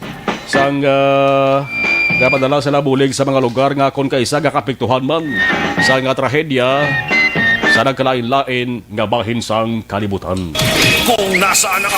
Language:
Hiligaynon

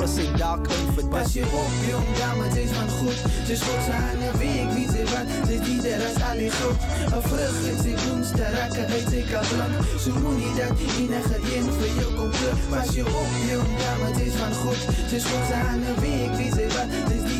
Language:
Afrikaans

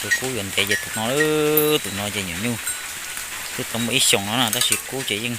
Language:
Hmong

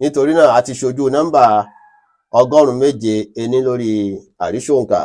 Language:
Yoruba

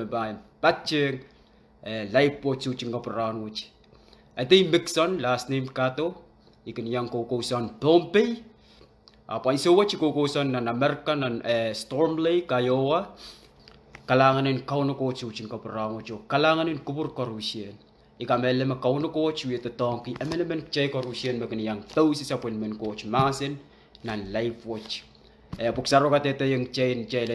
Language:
Pohnpeian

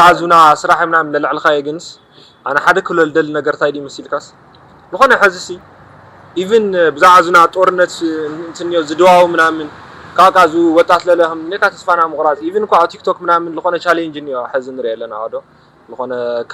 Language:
Tigrinya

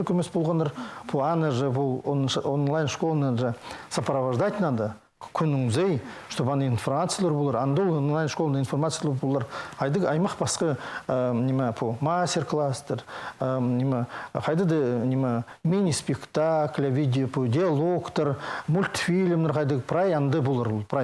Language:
Khakas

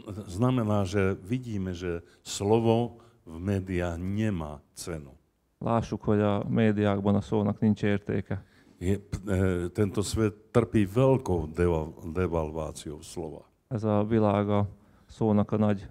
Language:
Slovak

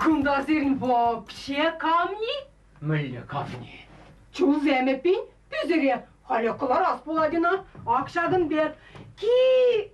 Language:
Chuvash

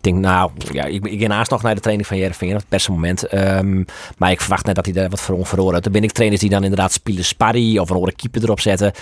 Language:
Western Frisian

